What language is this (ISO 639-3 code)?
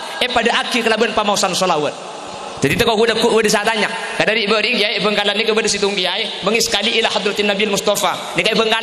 mad